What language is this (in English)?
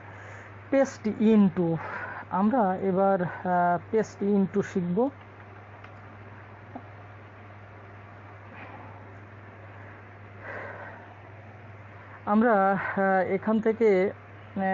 Bangla